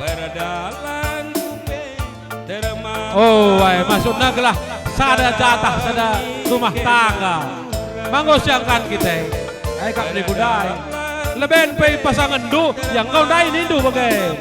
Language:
Batak Karo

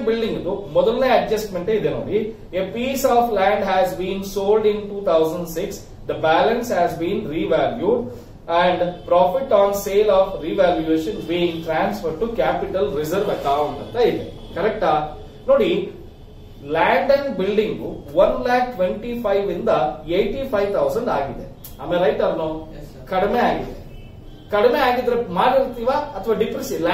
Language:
Kannada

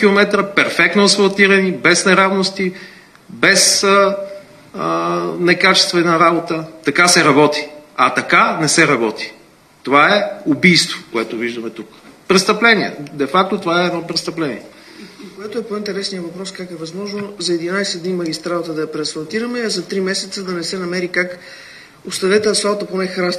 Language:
Bulgarian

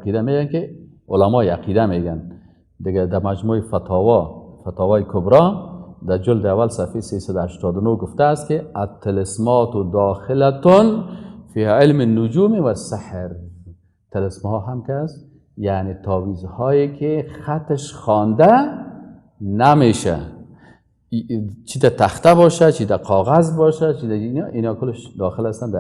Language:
Persian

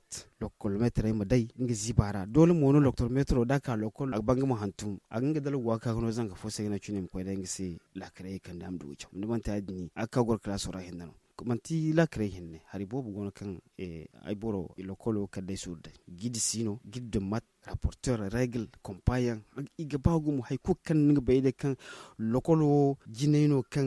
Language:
Zarma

